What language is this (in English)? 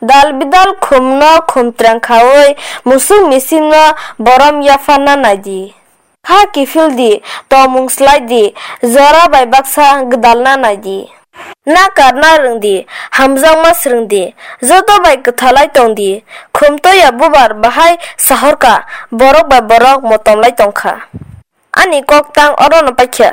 Kok Borok